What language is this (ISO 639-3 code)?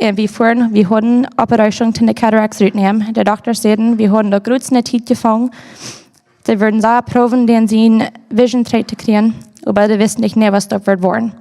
pdt